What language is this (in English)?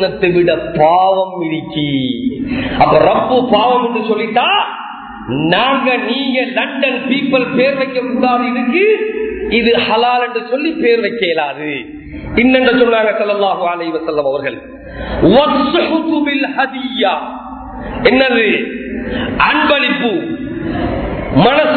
Tamil